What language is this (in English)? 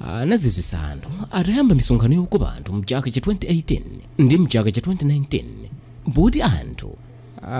Nyanja